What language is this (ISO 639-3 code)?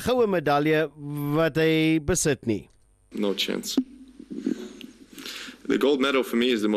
afr